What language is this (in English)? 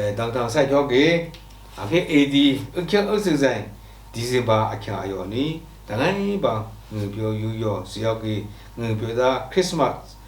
Lashi